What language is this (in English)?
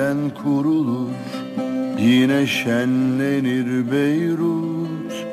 Turkish